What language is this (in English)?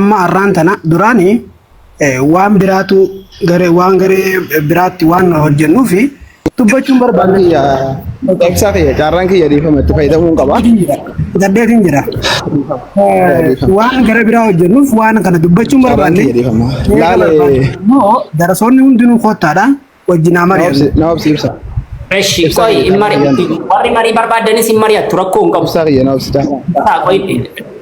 Oromo